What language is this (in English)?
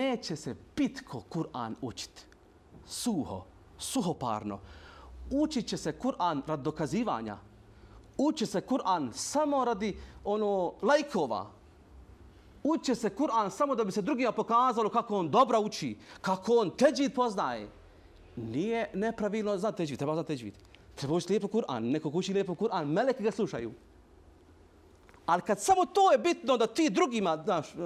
Bosnian